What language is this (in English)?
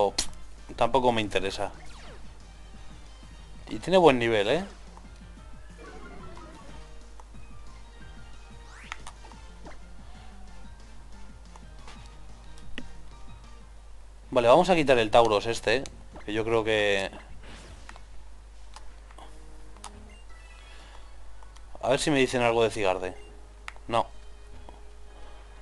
Spanish